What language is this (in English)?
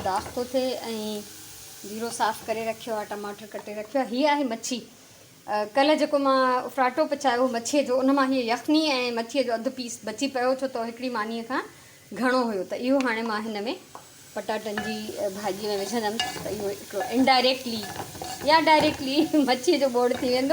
Sindhi